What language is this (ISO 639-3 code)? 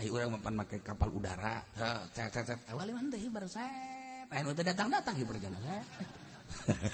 sun